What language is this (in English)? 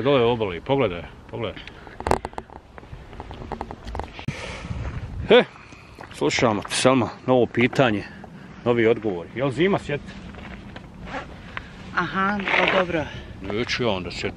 Bosnian